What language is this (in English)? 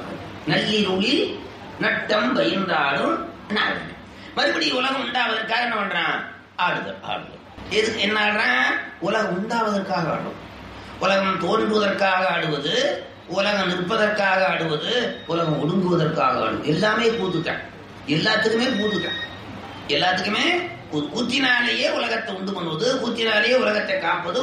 Tamil